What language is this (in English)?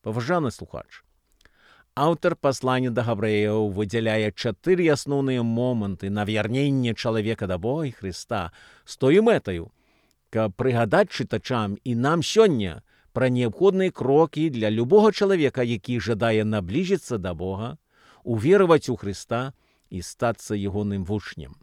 Belarusian